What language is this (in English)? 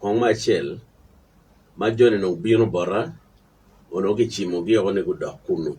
Acoli